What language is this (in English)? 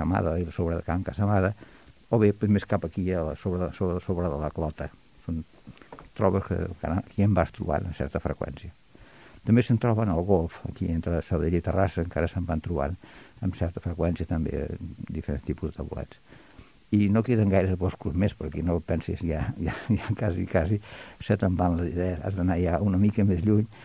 Catalan